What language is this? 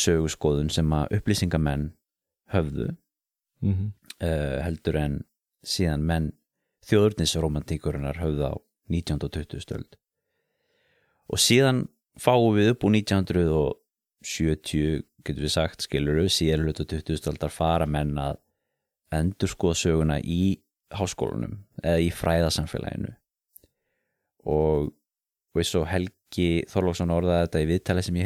Icelandic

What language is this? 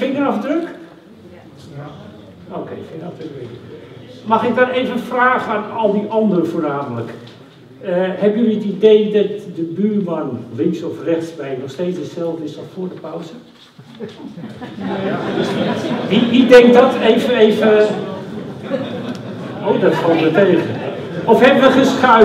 Dutch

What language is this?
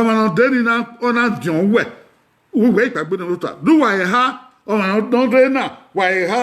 Bini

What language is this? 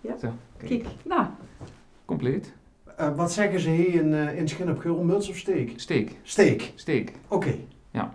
Limburgish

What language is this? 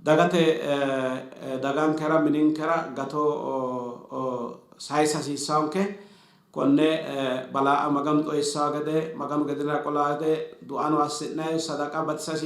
Sidamo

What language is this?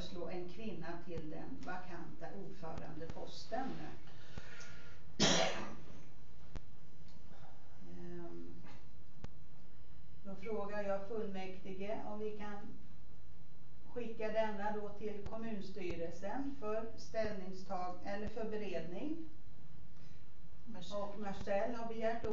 Swedish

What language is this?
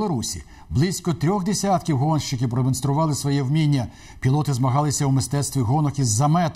Ukrainian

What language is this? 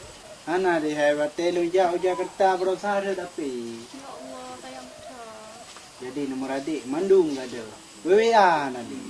Achinese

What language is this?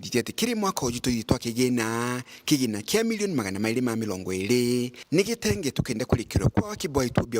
Meru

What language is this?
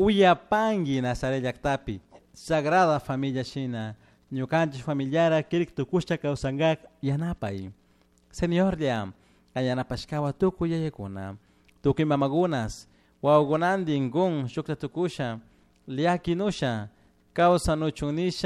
Chimborazo Highland Quichua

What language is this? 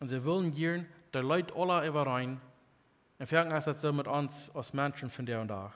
Plautdietsch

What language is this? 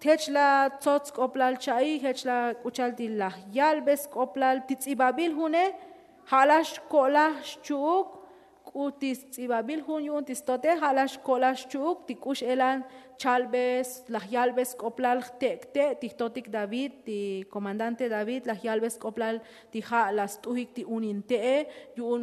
Tzotzil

